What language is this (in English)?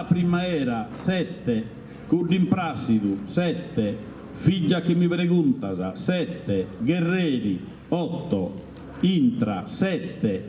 Sardinian